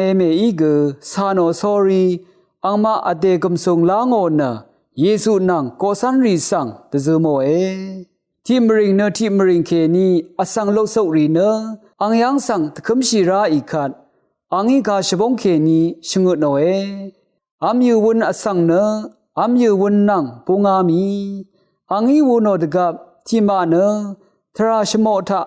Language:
Rawang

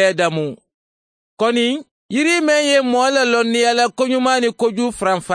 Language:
Mandingo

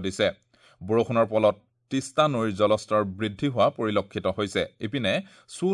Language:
Assamese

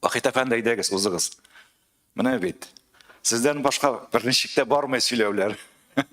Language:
Tatar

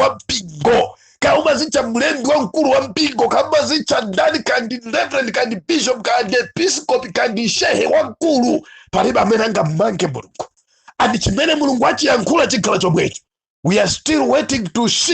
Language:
Nyanja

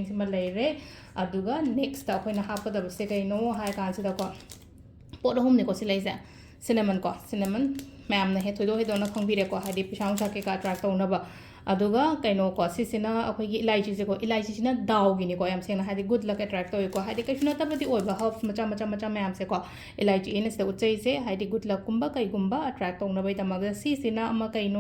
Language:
Manipuri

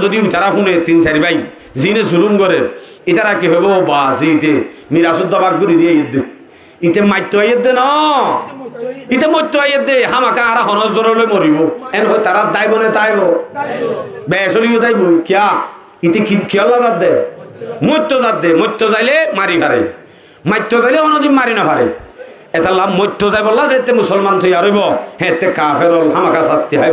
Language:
Rohingya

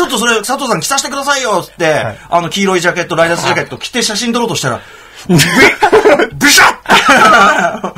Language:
Japanese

